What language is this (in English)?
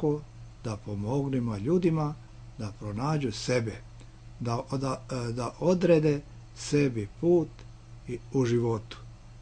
Serbian